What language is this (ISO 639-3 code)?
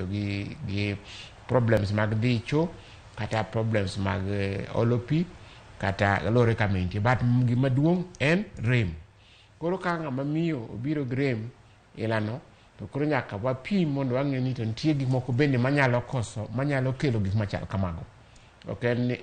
luo